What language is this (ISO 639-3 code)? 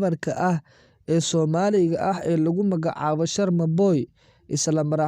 som